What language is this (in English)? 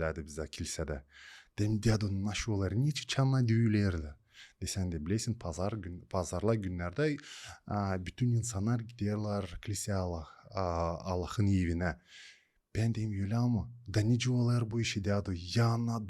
Gagauz